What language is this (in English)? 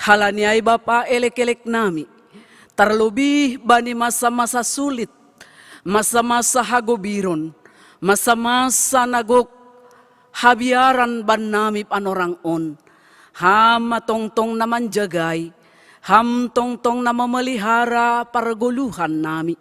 Batak Simalungun